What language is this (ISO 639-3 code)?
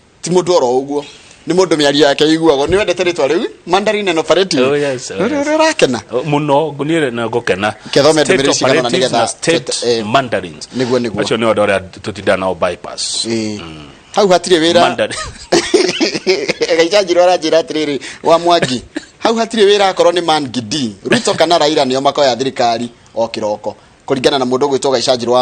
kik